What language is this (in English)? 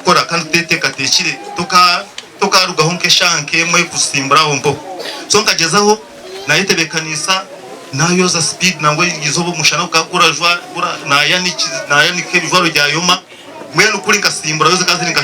Nyankole